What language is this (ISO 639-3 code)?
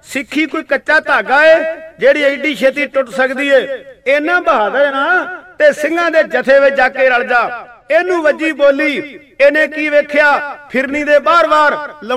pan